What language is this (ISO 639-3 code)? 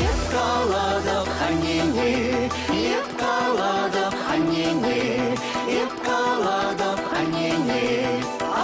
chv